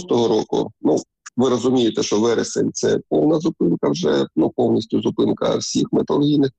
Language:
Ukrainian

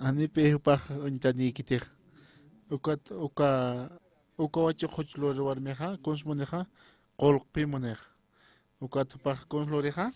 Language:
Aymara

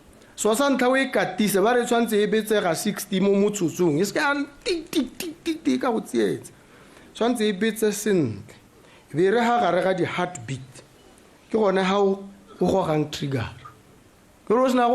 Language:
Tswana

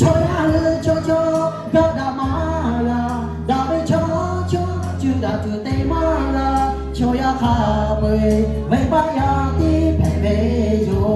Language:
Lahu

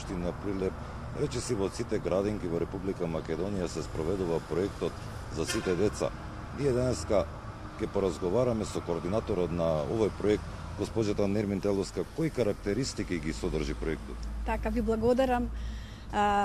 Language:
Macedonian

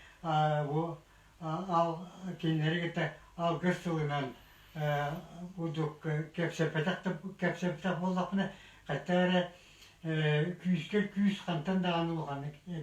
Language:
Yakut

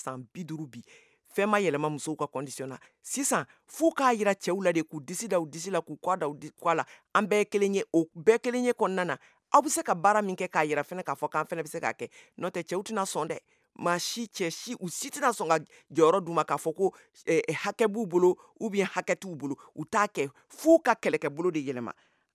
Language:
Bambara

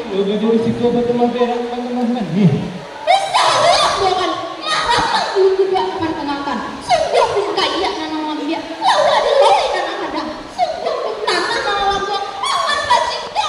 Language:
Minangkabau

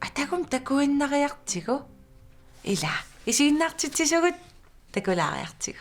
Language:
Kalaallisut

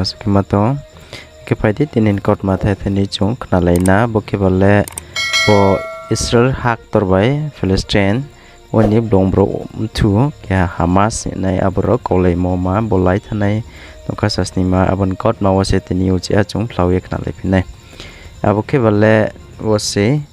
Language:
Riang (India)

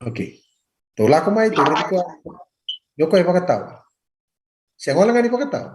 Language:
Fijian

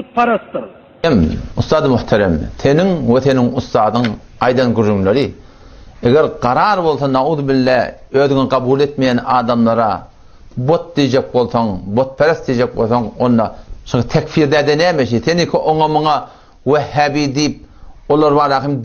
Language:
Turkmen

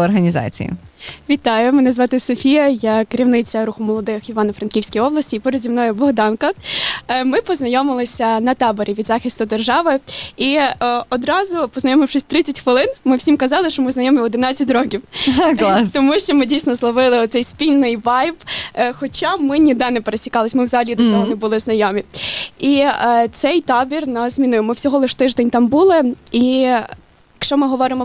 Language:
Ukrainian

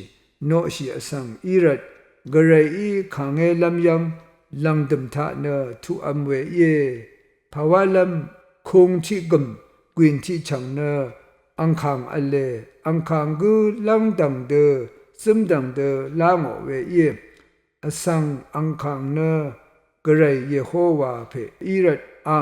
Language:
Rawang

